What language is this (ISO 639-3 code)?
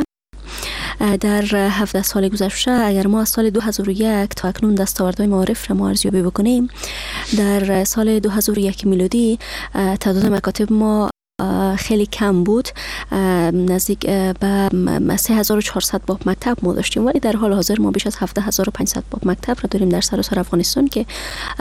fas